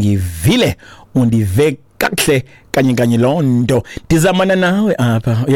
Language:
Xhosa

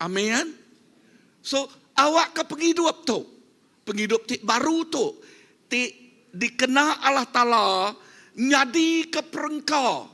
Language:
Iban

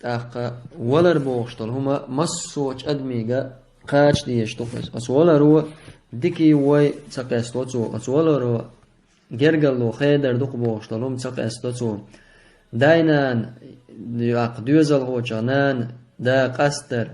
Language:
Chechen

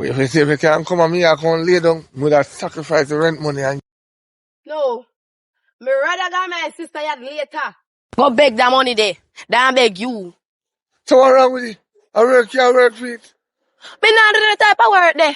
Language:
Jamaican Creole English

